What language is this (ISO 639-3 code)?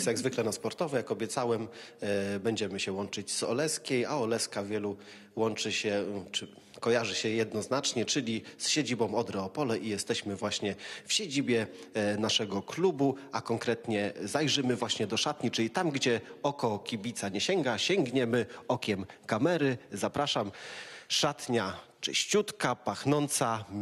pol